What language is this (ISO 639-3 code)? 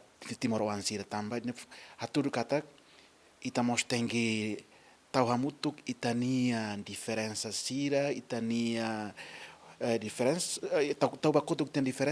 tet